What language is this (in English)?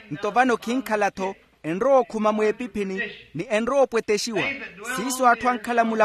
Makhuwa